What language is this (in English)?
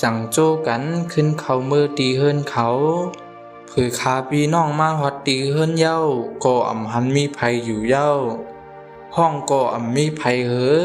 Shan